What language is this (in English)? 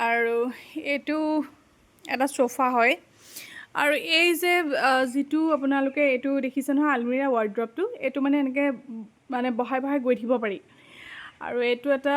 Assamese